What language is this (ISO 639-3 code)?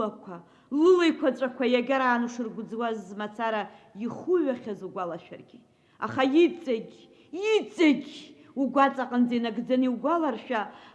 abk